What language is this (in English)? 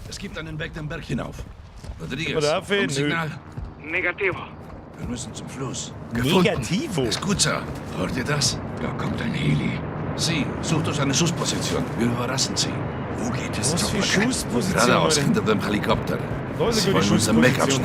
Bavarian